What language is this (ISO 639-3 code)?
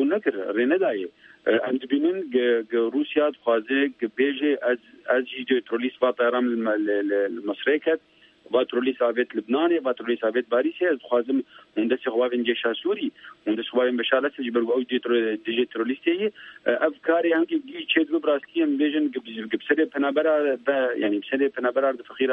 kur